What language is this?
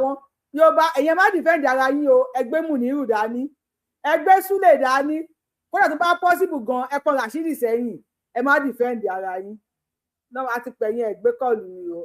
Yoruba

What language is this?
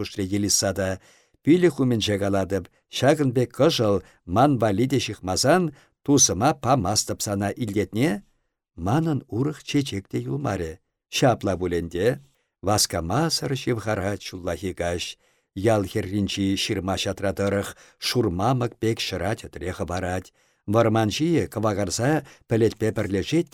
Chuvash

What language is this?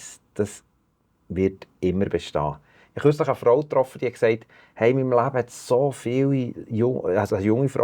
Swiss German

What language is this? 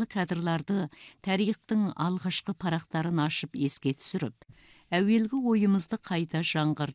Kazakh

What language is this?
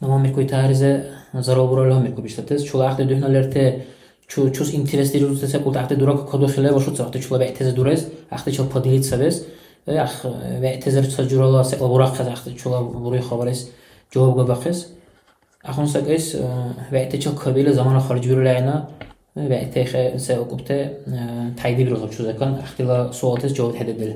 Dargwa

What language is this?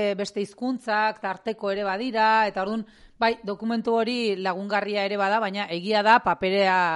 Basque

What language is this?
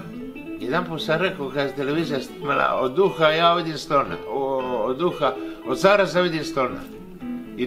Croatian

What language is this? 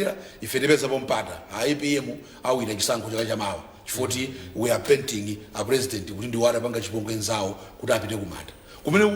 Nyanja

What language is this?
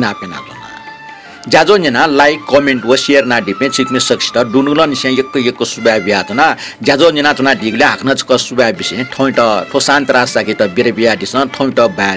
Newari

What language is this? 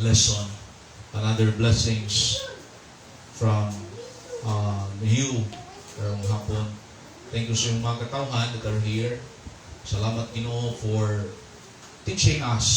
Cebuano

